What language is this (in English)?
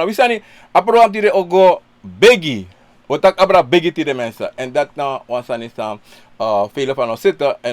Sranan Tongo